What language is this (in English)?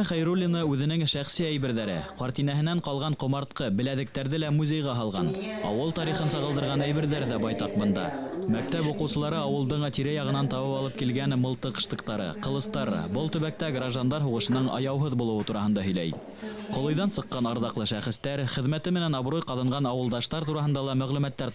Bashkir